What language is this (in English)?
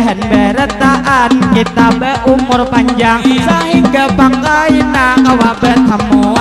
Banjar